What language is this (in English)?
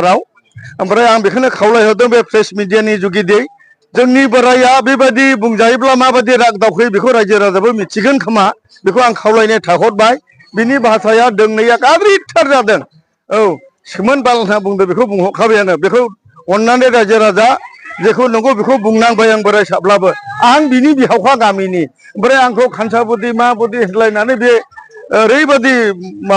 Bodo